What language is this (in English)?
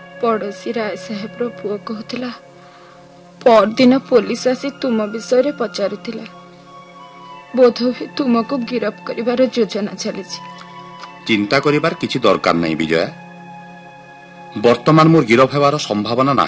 Odia